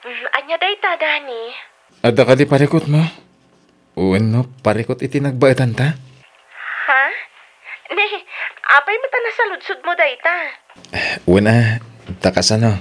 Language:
Iloko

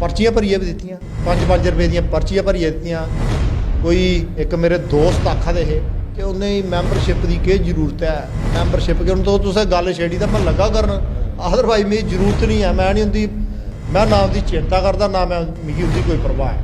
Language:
Dogri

